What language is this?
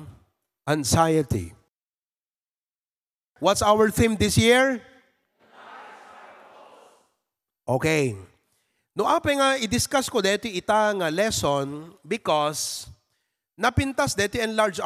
Filipino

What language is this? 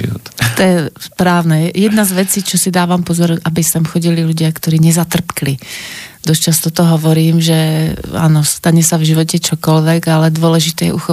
Slovak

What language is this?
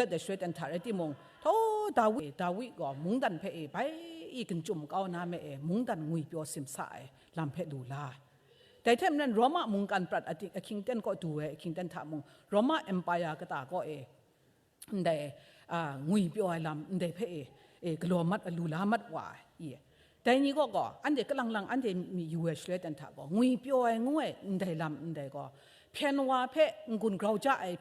Kachin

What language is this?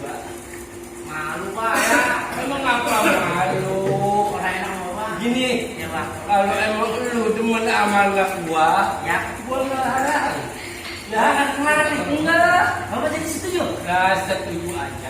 Betawi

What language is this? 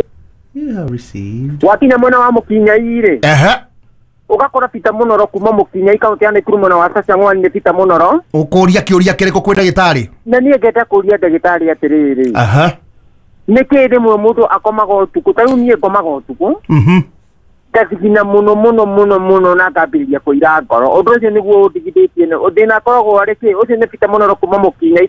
Kikuyu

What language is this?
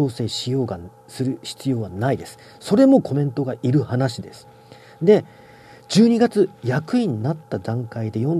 Japanese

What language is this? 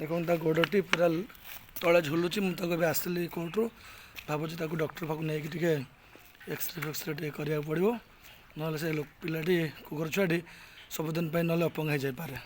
Odia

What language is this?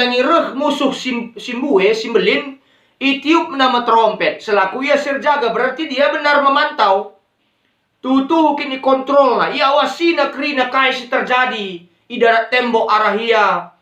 Batak Karo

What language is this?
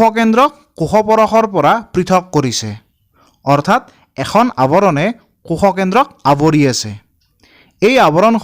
Assamese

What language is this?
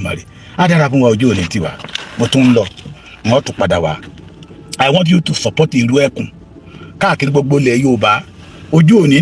Yoruba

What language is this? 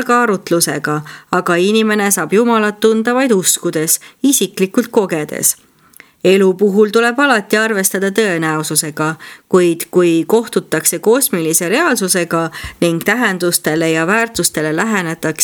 Estonian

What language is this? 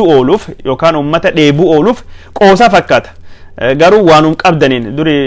Oromo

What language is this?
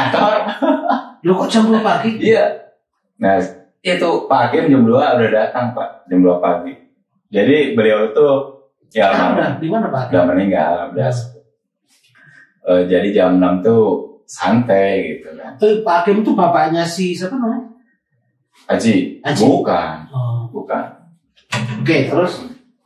Indonesian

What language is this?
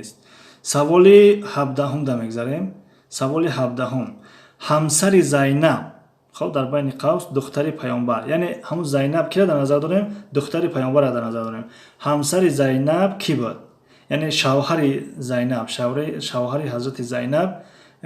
Tajik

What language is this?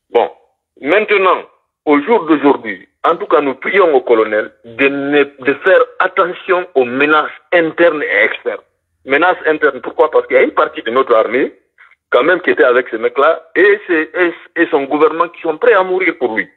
French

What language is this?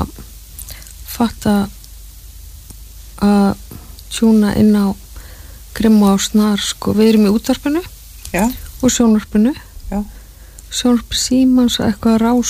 Icelandic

